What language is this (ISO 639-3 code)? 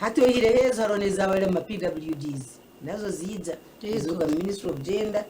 nyn